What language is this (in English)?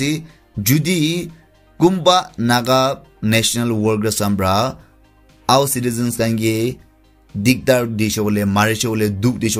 Naga Pidgin